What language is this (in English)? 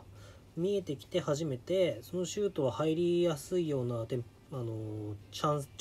Japanese